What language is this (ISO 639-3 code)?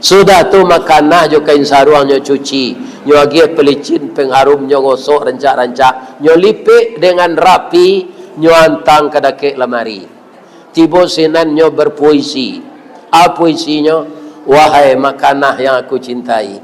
min